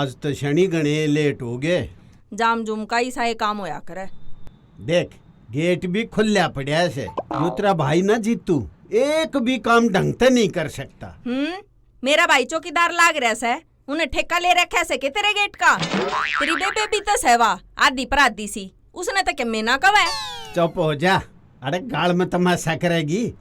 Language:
Haryanvi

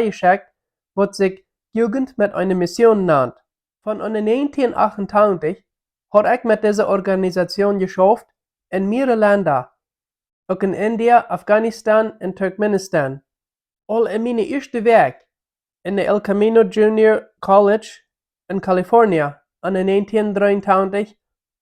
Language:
Plautdietsch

